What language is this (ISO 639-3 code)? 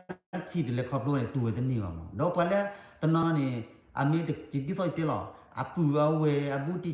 ksw